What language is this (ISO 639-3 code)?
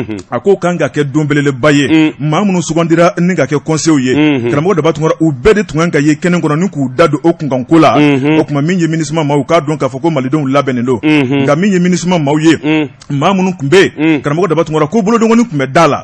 bam